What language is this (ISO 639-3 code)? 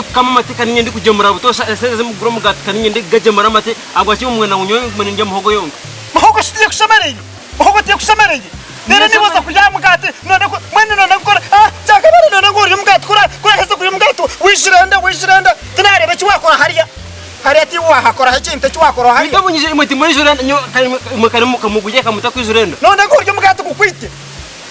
nyn